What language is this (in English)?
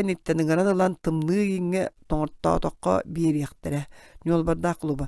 Yakut